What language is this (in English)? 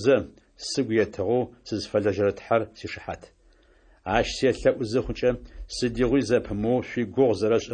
Adyghe